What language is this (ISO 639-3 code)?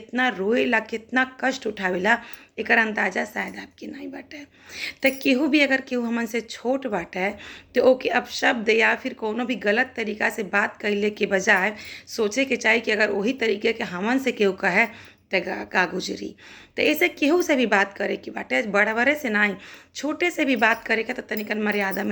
bho